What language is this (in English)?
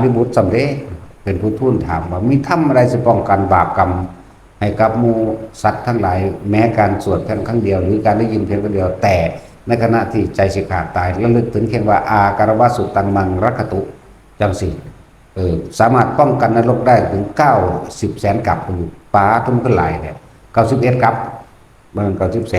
Northeastern Thai